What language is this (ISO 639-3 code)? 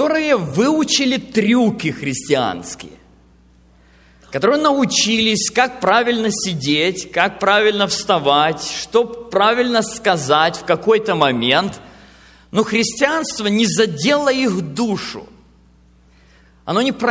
rus